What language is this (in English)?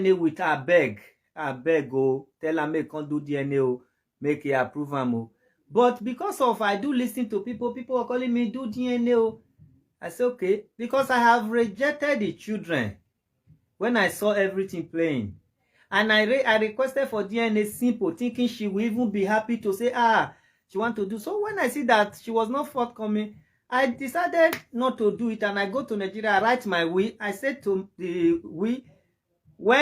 Nigerian Pidgin